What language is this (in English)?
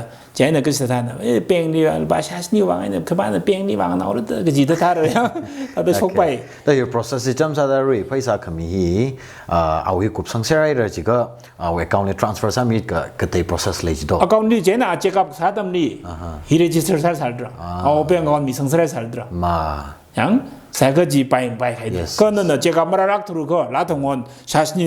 Tangkhul Naga (India)